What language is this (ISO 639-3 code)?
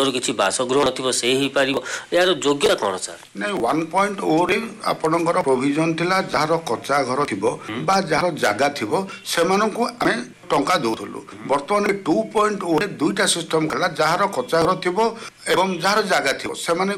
ori